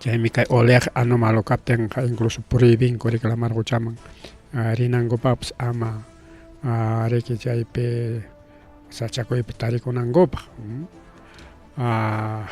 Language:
Ayacucho Quechua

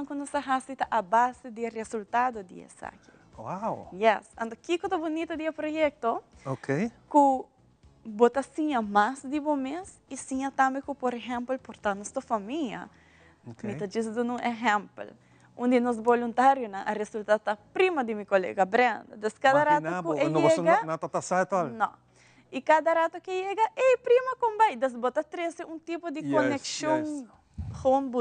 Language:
Papiamento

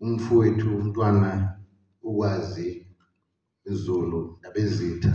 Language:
Zulu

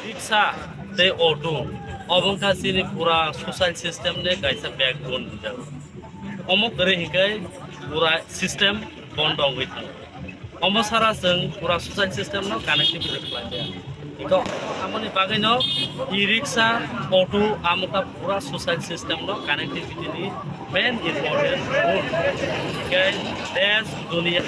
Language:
Kok Borok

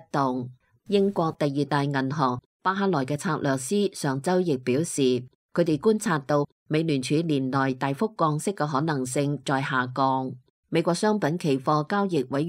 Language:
Cantonese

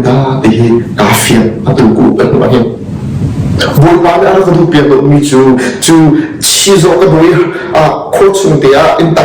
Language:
Hakha Chin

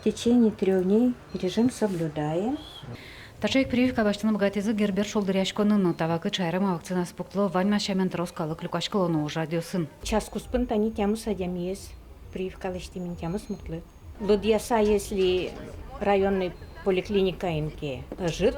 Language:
Udmurt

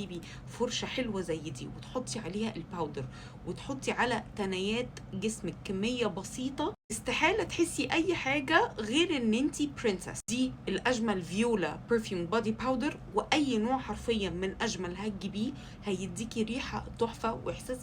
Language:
Egyptian Arabic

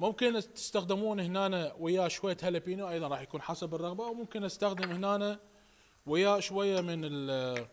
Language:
Mesopotamian Arabic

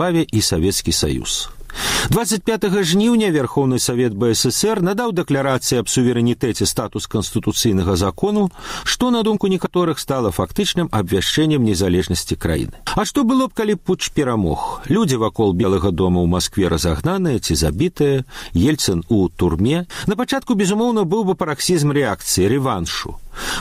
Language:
Belarusian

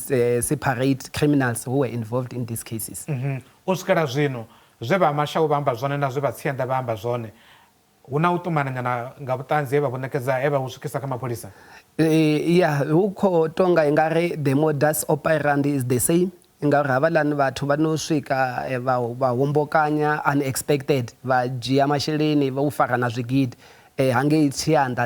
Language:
Venda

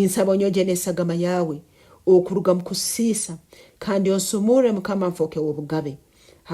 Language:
Nyankole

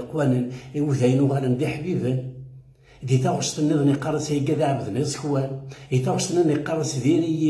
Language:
Kabyle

